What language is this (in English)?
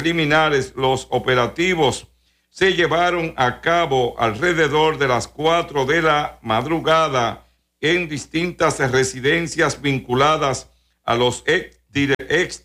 Spanish